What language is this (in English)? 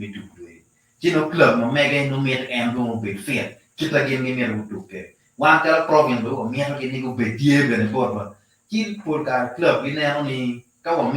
Acoli